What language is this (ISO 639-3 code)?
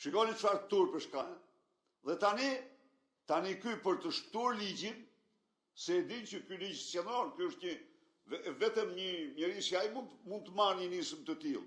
sqi